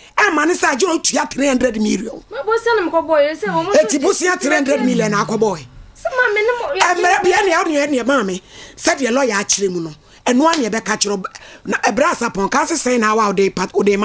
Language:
Akan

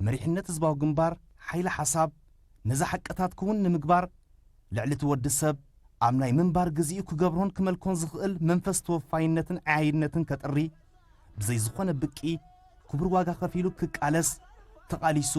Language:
Tigrinya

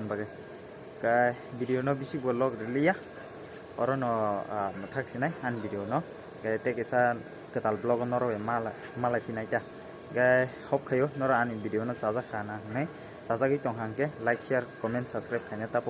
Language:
Kok Borok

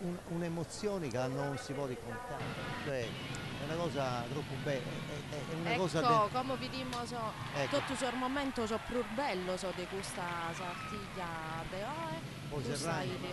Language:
Sardinian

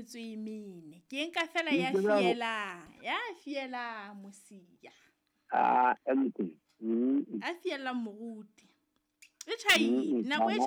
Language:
Southern Sotho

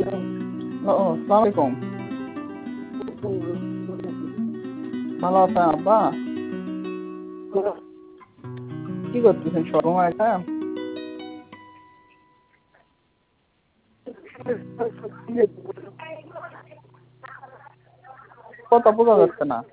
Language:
Bangla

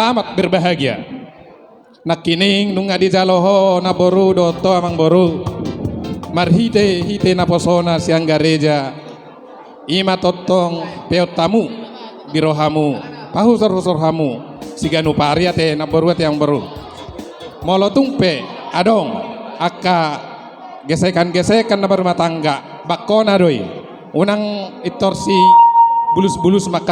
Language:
Batak Toba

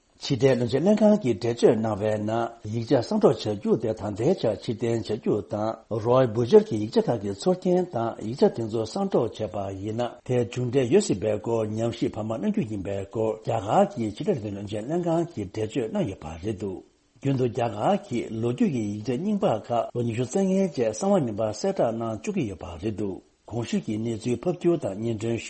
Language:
Tibetan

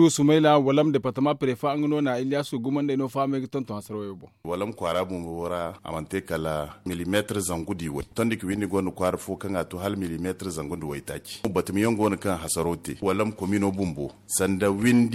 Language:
Zarma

